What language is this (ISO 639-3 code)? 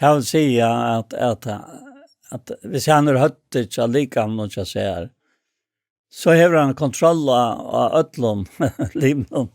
fao